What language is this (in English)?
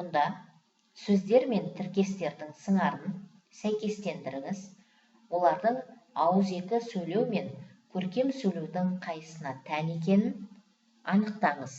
Kazakh